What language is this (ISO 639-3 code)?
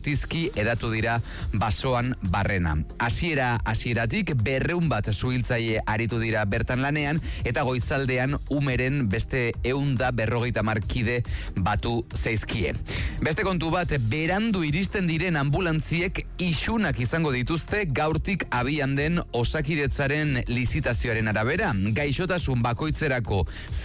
eus